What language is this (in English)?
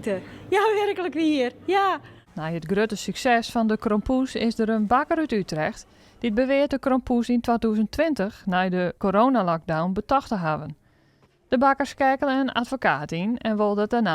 Western Frisian